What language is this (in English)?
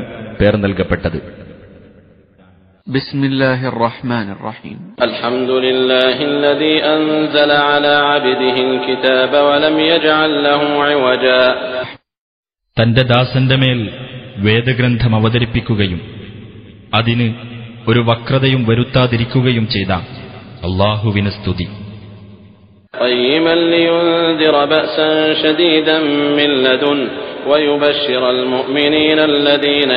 Malayalam